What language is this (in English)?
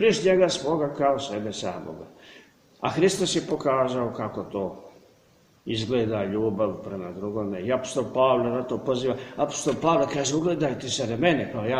Serbian